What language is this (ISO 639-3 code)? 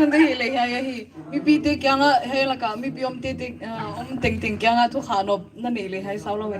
pck